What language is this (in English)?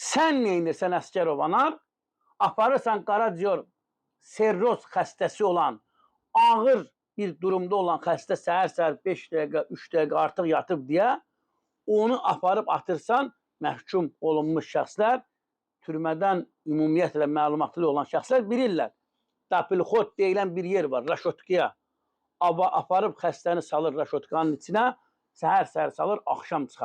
Azerbaijani